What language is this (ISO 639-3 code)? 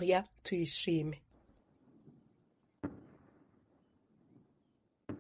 kin